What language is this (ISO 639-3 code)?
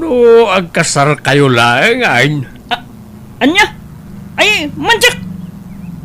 ilo